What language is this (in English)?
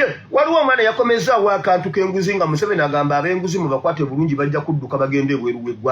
Ganda